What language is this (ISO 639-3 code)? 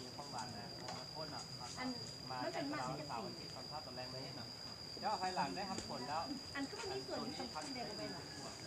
lao